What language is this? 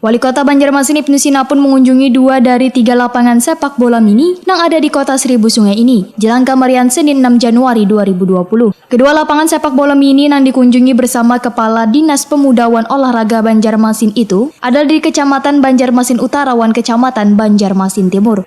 Banjar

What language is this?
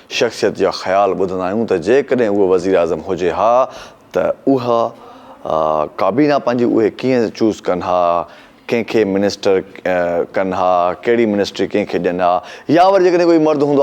Sindhi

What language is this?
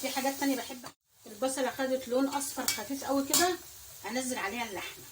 Egyptian Arabic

